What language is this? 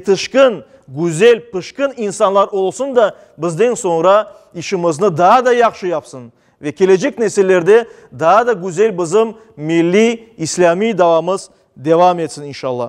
Crimean Tatar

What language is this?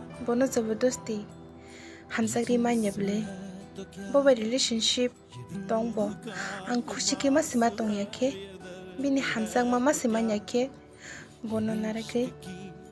Kok Borok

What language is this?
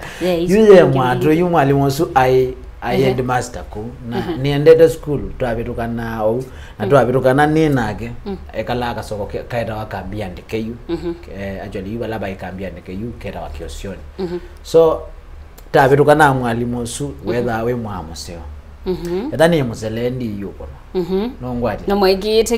Kamba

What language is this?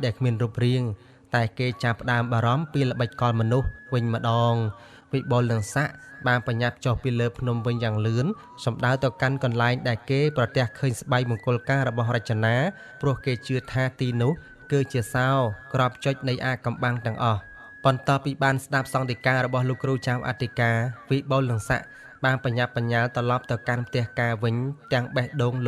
Khmer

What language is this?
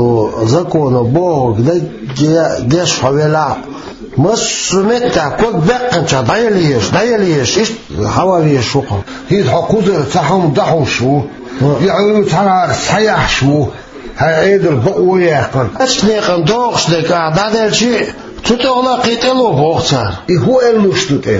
Chechen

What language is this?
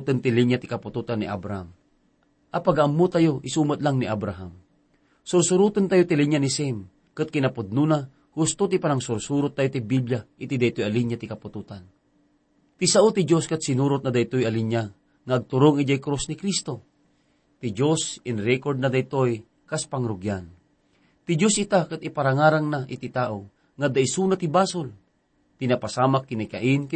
Iloko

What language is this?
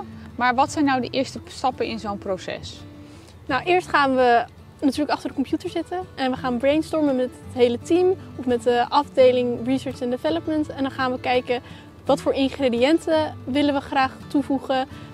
Dutch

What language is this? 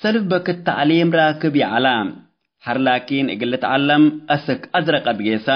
Tigre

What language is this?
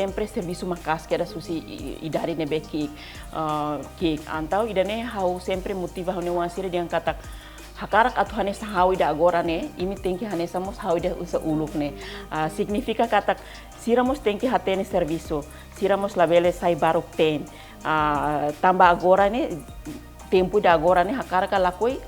Tetum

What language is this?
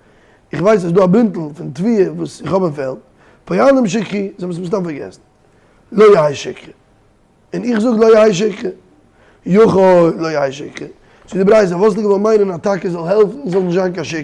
Yiddish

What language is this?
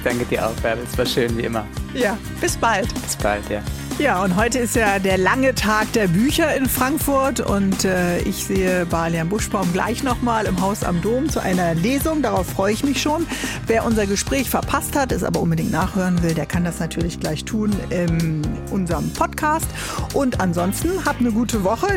German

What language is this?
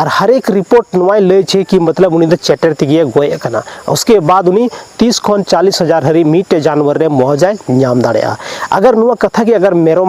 Santali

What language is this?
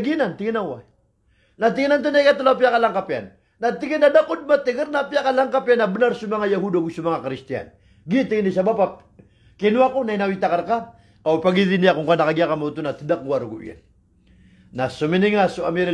Maranao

